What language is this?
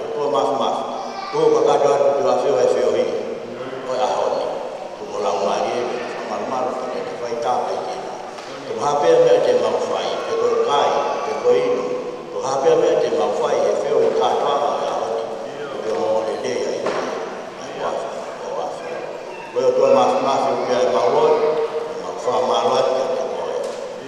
Tongan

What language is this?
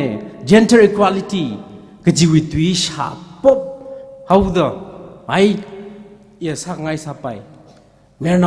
Tangkhul Naga (India)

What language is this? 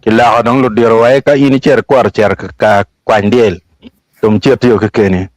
Acoli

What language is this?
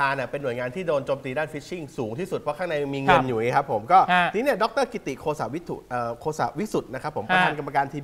Thai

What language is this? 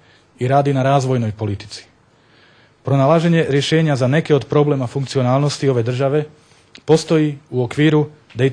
Bosnian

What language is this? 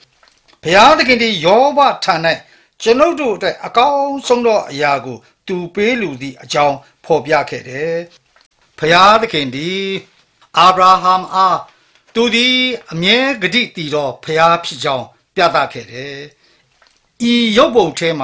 Burmese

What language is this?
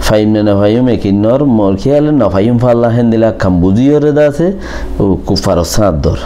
Rohingya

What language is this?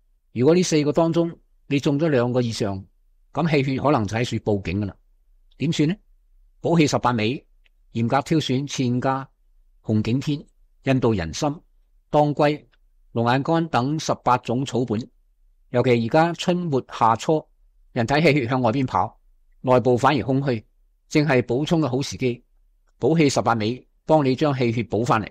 Cantonese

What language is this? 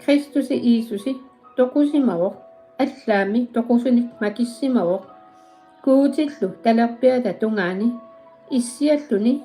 Kalaallisut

